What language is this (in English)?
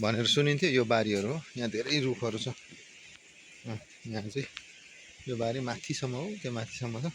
Nepali